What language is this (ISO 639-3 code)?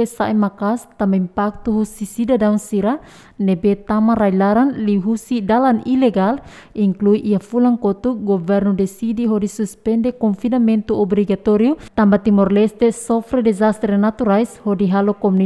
tet